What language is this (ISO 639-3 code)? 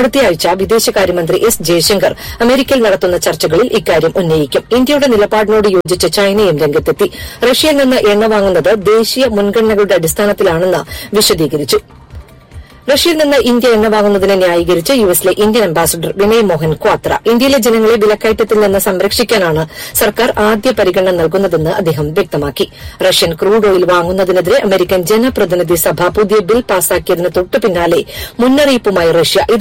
mal